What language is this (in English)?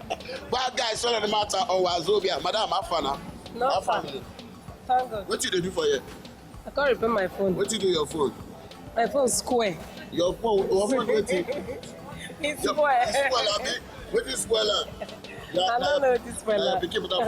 Nigerian Pidgin